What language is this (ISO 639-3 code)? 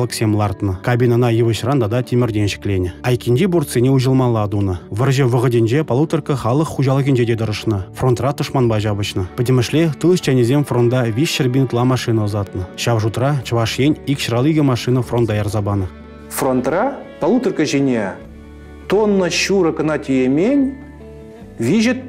chv